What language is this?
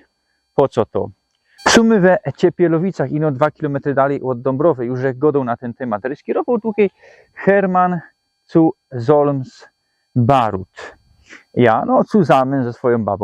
Silesian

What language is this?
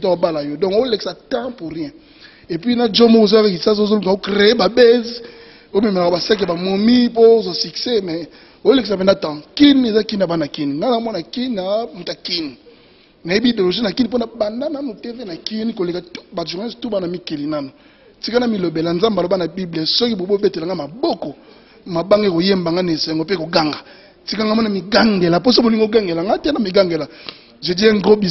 Lingala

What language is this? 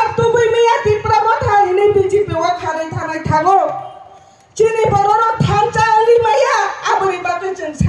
Kok Borok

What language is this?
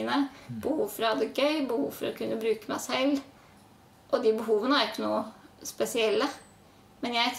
Norwegian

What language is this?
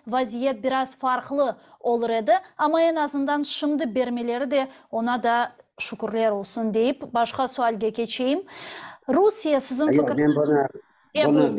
Crimean Tatar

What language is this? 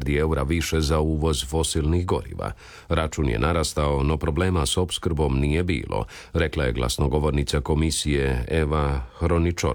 Croatian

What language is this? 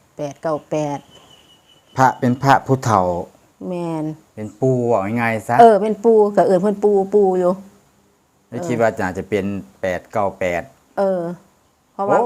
Northeastern Thai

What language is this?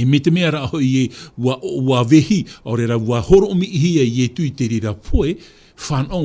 Tahitian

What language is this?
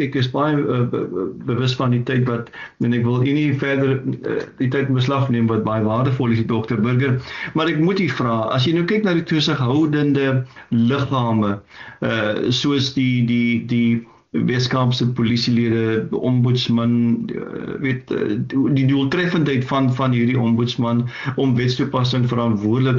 Afrikaans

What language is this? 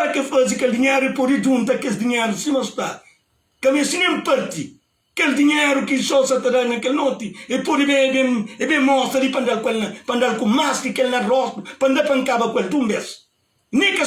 Kabuverdianu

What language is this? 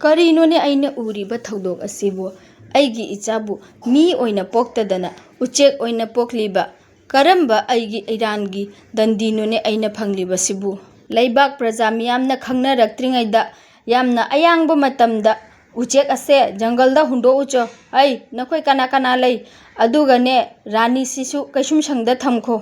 Manipuri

